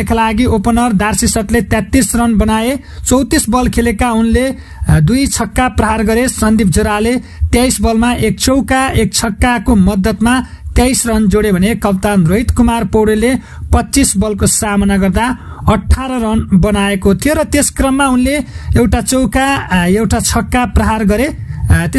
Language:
Nepali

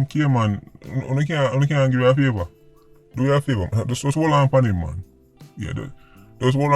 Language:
Jamaican Creole English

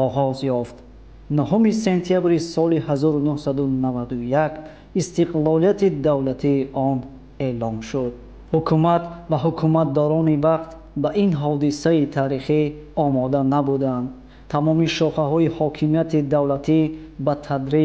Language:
Tajik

